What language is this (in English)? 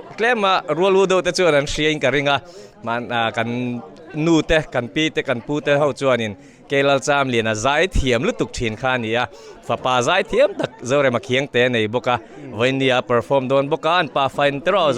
Mizo